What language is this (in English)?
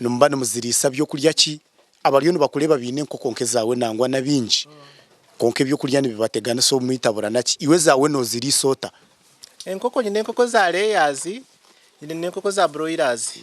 Nyankole